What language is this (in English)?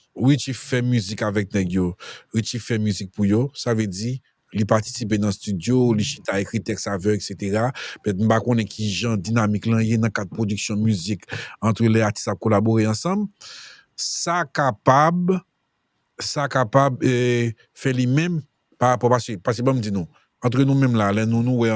Haitian Creole